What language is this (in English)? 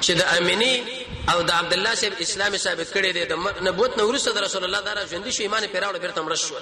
Pashto